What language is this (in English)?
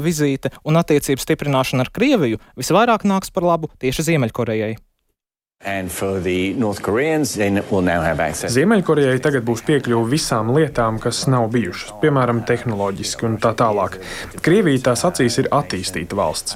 Latvian